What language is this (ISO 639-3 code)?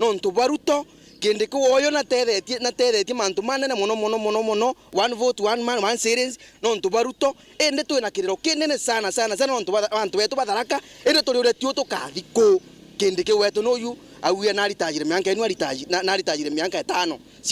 mer